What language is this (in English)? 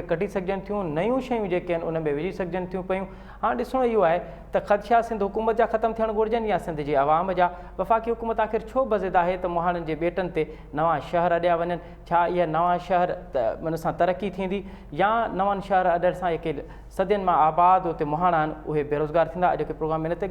Sindhi